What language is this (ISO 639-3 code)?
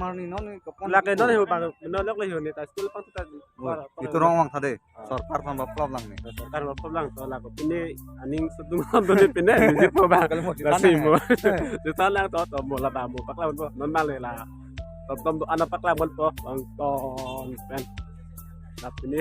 mjw